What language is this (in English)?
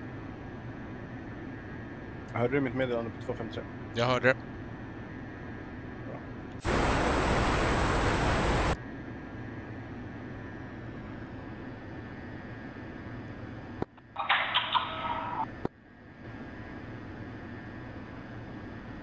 Swedish